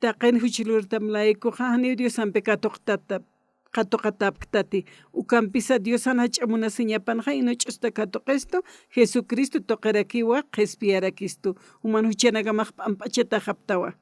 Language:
Aymara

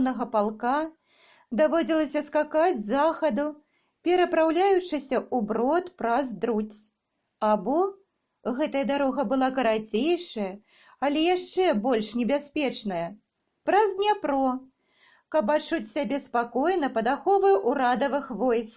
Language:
Belarusian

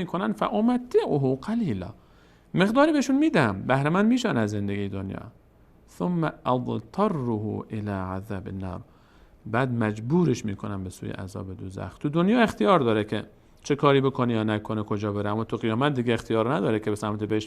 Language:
Persian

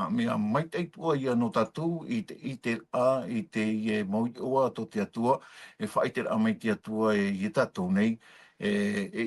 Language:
Tahitian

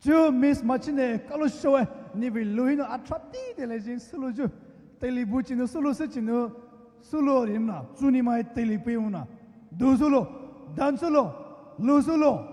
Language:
Poumei Naga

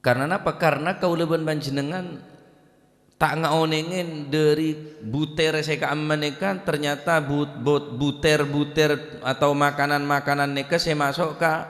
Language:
Madurese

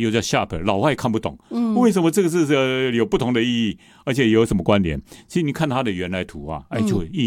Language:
Chinese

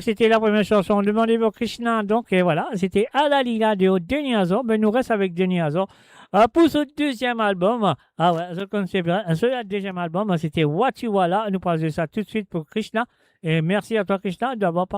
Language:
Morisyen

